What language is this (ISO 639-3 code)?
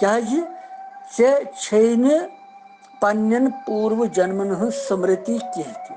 kas